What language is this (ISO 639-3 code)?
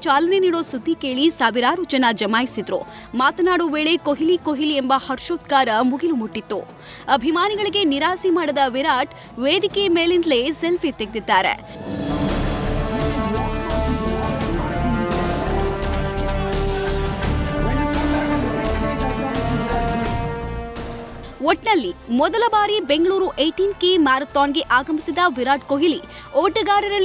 kan